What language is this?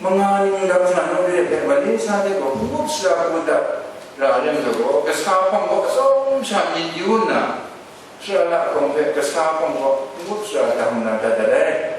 Kachin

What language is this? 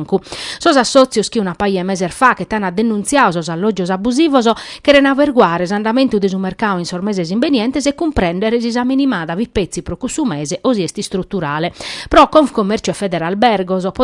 Sardinian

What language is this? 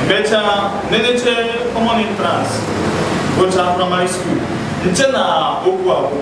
Igbo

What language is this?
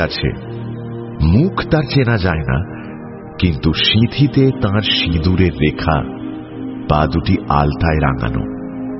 Bangla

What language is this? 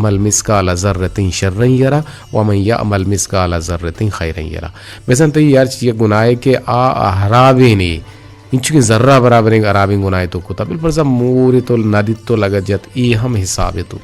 Eastern Balochi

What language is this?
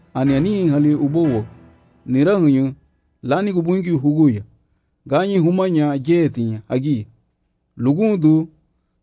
Garifuna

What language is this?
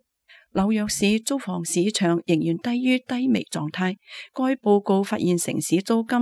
Cantonese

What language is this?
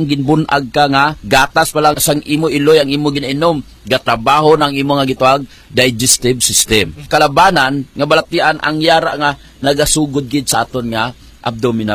Hiligaynon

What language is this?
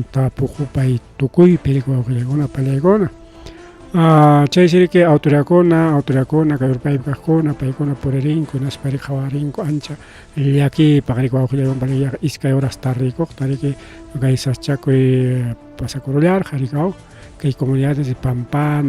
Ayacucho Quechua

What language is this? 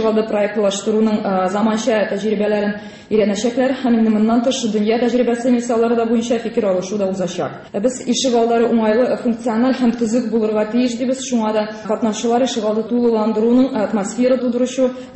Tatar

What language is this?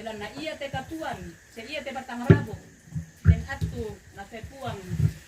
Toraja-Sa'dan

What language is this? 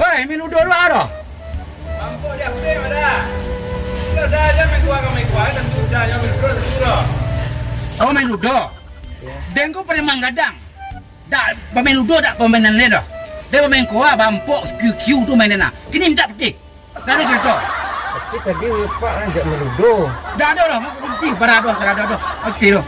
Minangkabau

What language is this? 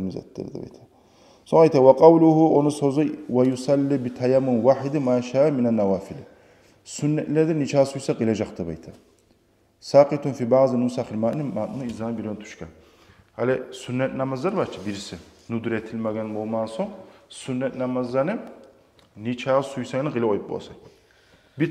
Kumyk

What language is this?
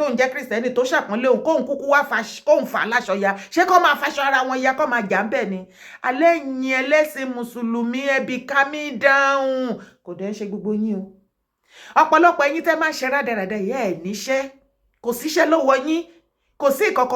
Yoruba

